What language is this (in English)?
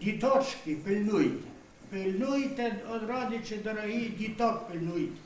Rusyn